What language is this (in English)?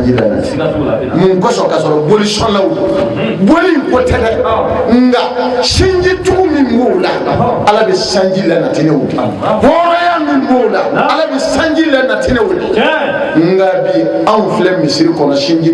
Bambara